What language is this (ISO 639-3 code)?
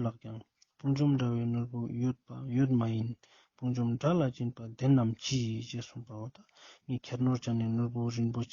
lbj